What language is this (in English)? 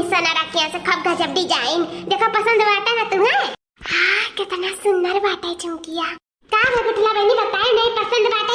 Awadhi